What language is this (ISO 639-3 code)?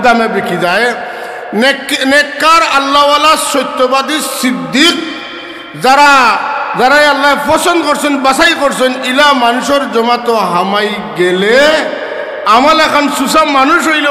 syl